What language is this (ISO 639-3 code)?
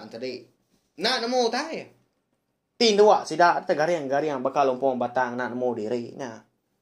iba